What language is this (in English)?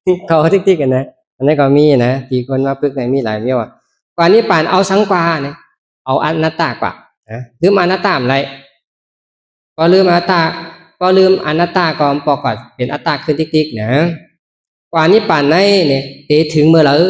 Shan